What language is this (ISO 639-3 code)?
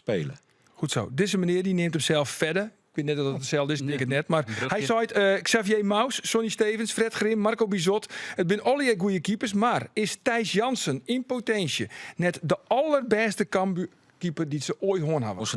fry